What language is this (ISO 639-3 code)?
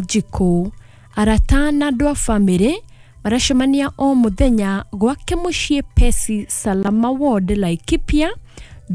kik